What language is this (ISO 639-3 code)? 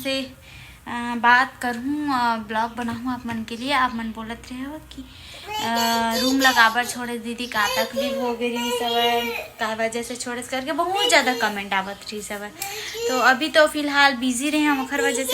hne